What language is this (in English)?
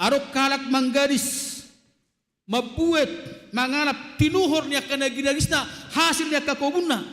Batak Toba